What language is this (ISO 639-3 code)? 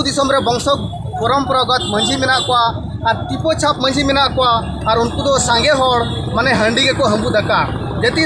sat